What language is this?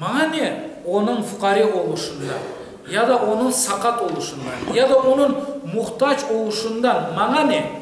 Crimean Tatar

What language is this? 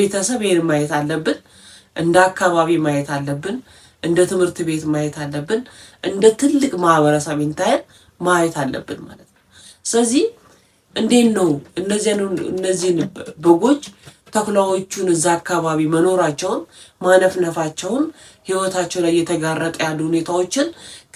Amharic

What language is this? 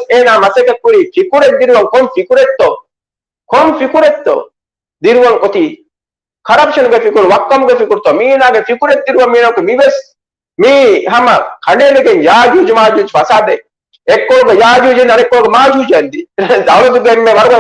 Divehi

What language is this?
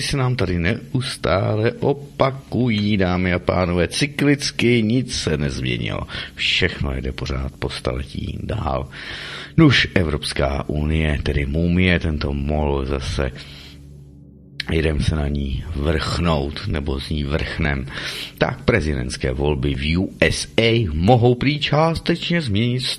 Czech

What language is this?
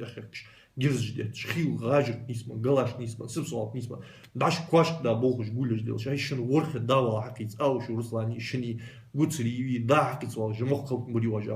Ingush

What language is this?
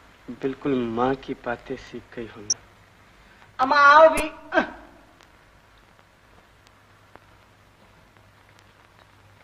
Hindi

